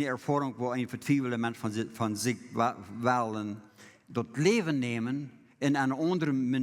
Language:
Plautdietsch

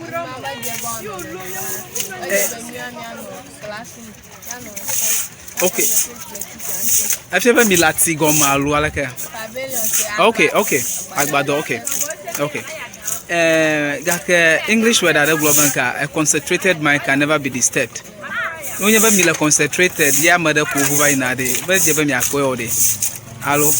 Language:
Ewe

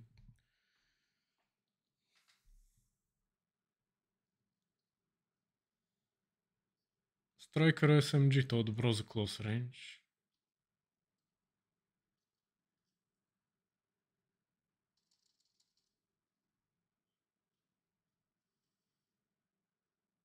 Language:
Bulgarian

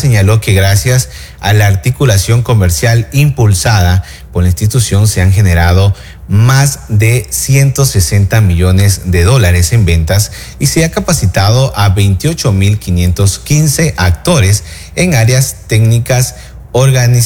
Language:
Spanish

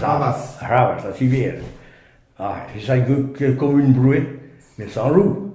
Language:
Breton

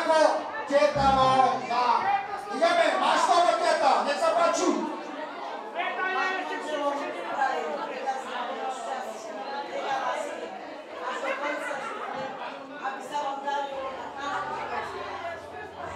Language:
Slovak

